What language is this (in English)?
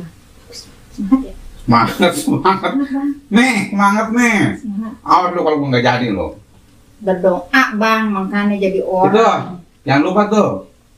Betawi